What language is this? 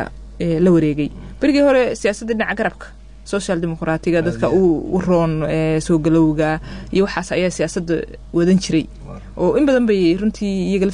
Somali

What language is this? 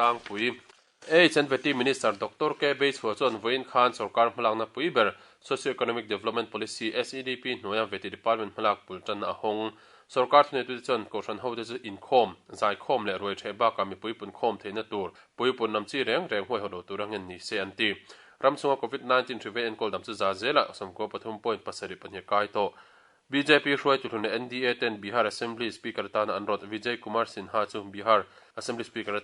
Mizo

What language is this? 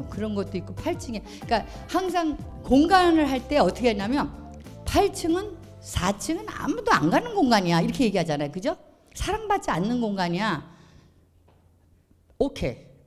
Korean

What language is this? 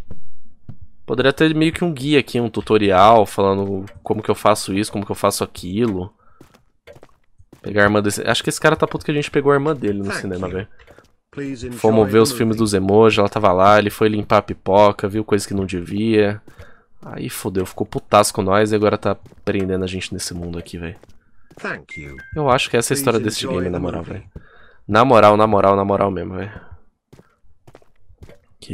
Portuguese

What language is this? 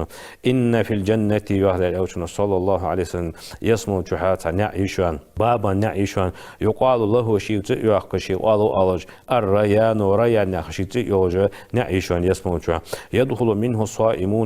Ingush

